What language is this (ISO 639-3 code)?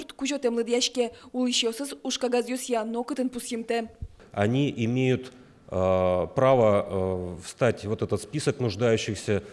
udm